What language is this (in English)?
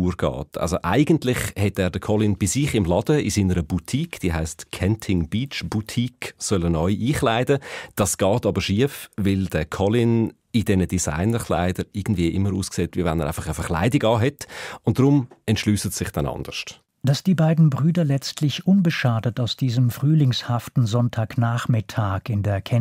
Swiss German